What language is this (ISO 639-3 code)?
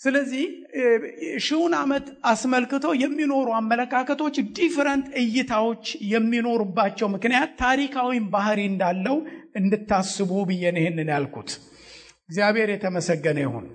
amh